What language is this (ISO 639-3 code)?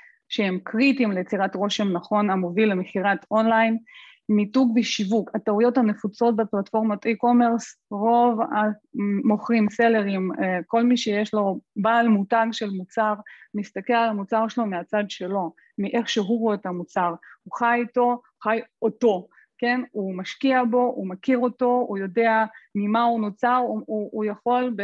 heb